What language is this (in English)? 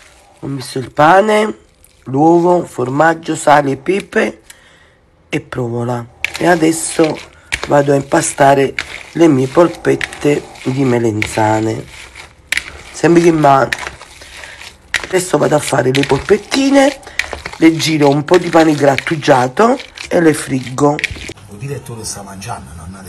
Italian